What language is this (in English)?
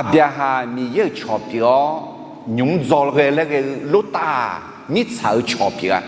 Akha